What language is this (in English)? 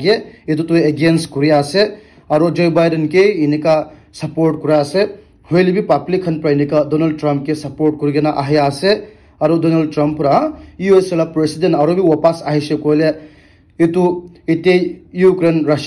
Naga Pidgin